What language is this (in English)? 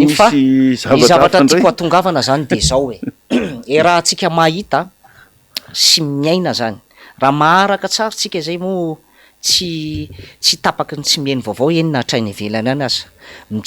Malagasy